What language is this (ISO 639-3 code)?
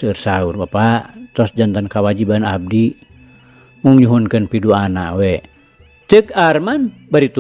sun